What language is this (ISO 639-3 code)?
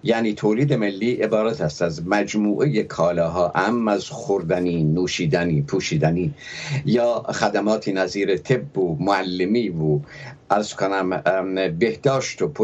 fas